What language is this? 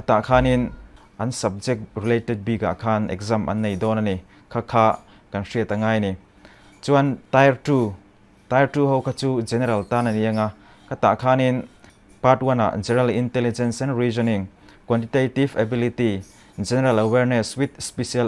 Mizo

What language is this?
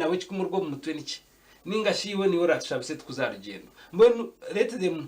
Nyankole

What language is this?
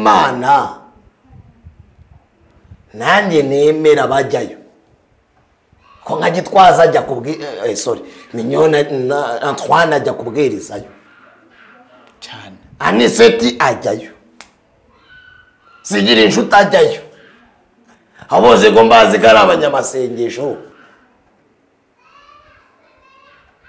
Kinyarwanda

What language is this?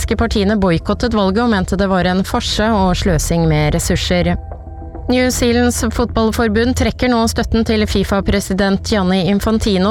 Norwegian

